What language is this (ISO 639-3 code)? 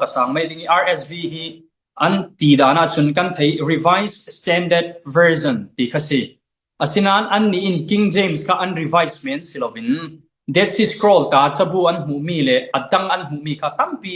cfm